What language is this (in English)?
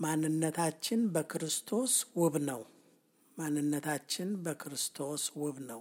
Amharic